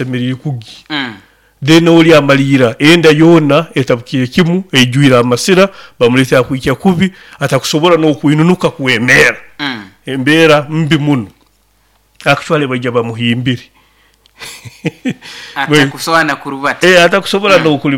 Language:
Nyoro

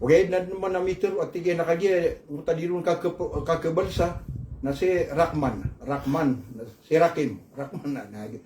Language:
Maranao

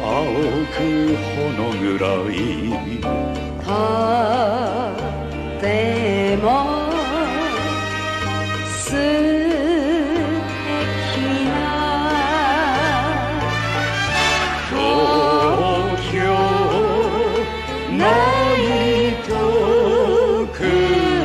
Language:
Japanese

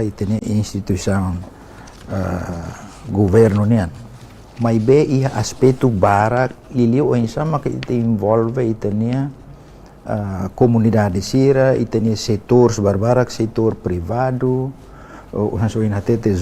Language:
Tetum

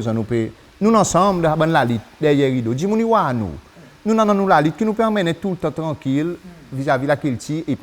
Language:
Seselwa Creole French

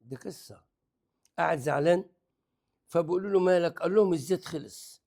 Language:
Egyptian Arabic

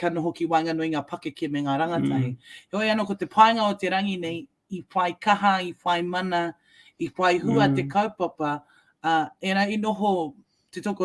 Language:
Māori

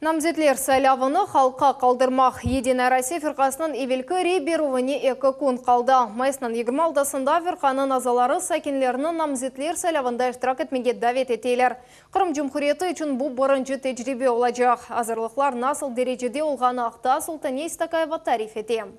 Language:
Crimean Tatar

